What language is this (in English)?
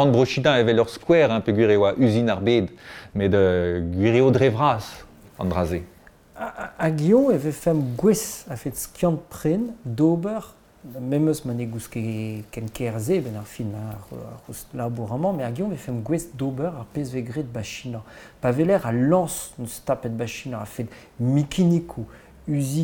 Breton